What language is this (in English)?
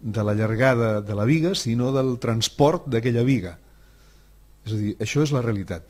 Catalan